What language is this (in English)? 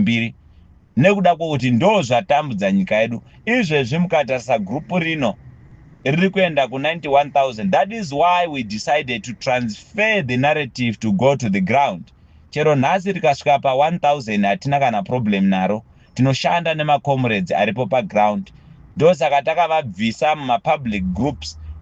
Shona